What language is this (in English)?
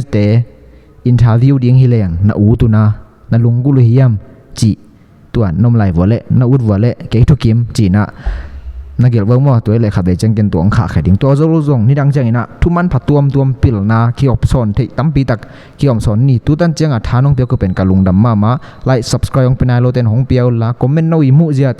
Tedim Chin